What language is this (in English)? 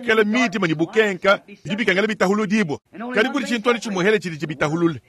Luba-Lulua